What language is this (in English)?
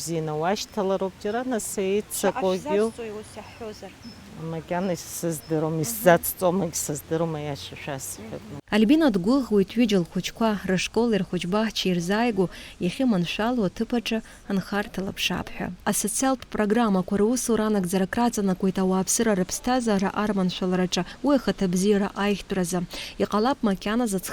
Abkhazian